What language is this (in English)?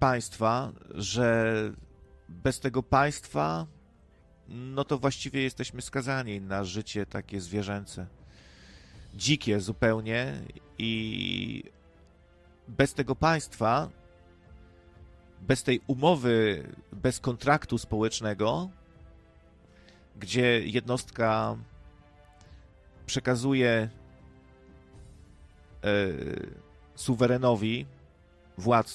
Polish